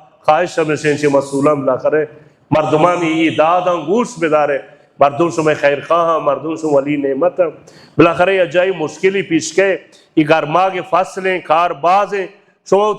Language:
Baluchi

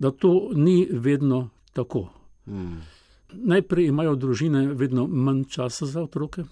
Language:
Slovenian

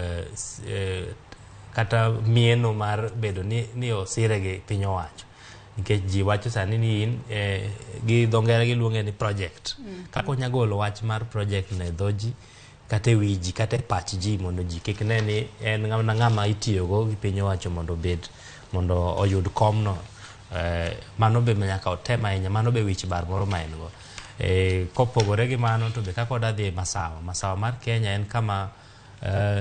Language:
Luo (Kenya and Tanzania)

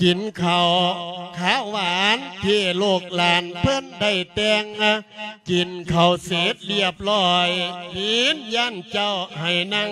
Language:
Lao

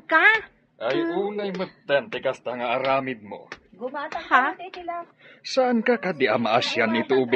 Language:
Iloko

